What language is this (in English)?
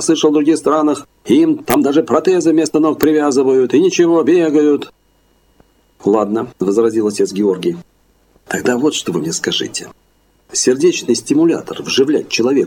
Russian